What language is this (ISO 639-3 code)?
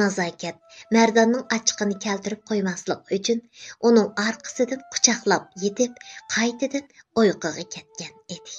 uig